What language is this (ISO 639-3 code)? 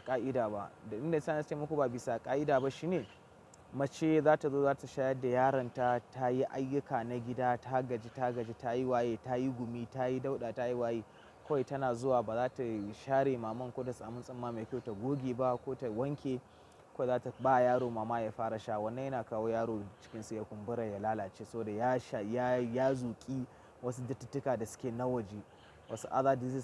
hau